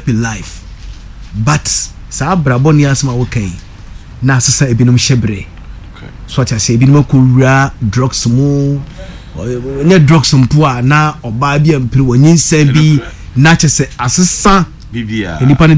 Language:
Akan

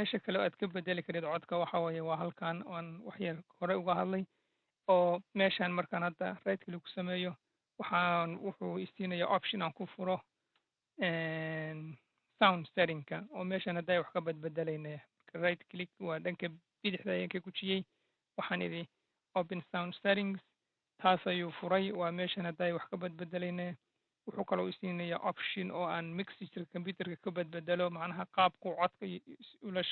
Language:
Somali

